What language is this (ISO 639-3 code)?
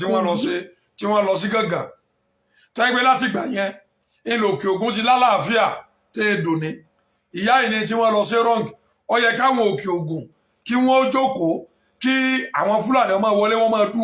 yor